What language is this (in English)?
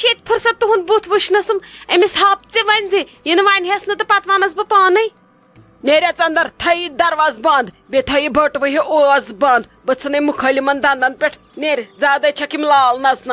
Kashmiri